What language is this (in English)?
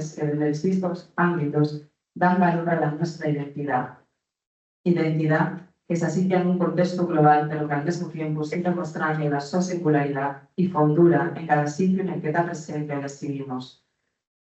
Asturian